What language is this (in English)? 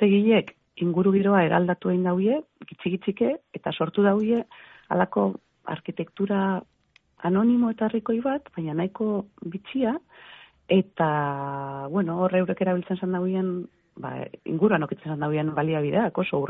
Basque